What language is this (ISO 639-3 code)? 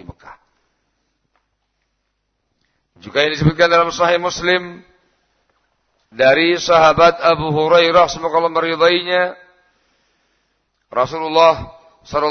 ind